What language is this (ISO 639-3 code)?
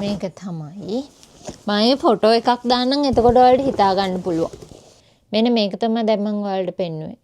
sin